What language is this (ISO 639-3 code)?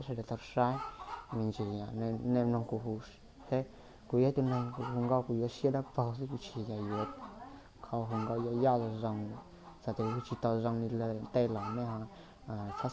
hmn